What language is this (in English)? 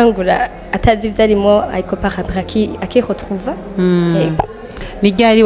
Rundi